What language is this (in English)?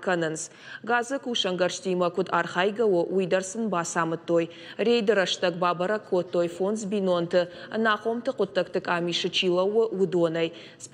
Ossetic